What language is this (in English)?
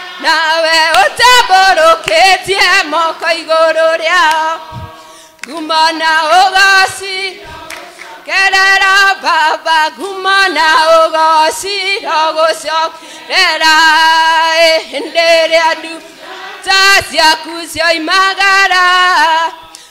Kikuyu